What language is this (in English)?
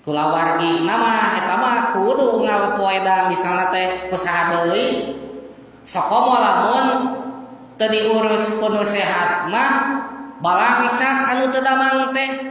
Sundanese